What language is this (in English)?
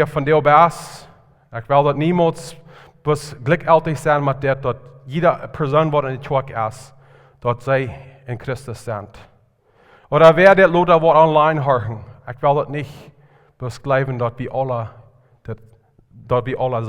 Plautdietsch